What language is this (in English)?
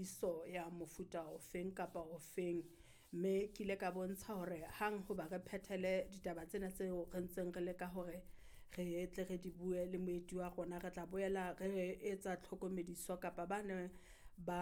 Southern Sotho